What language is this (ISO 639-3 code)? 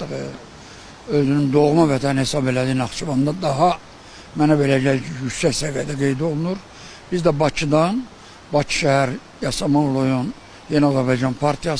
aze